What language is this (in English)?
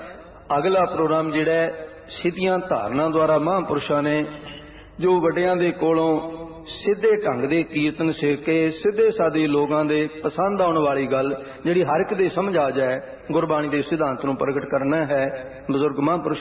Punjabi